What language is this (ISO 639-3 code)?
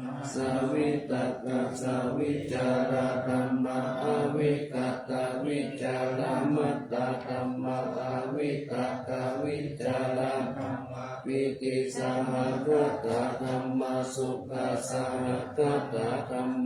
pli